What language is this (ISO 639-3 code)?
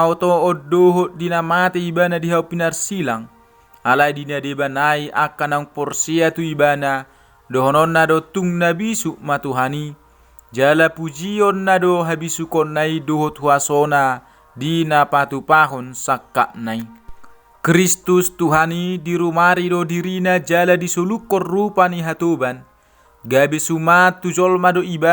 bbc